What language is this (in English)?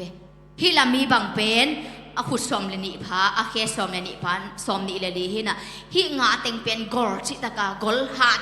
Tedim Chin